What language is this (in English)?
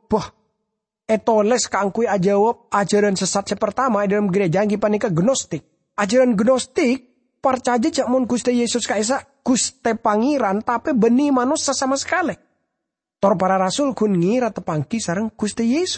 Madurese